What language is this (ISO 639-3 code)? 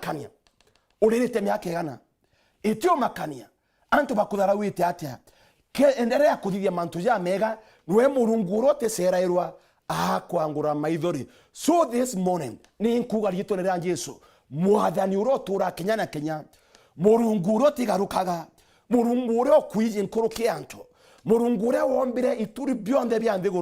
mer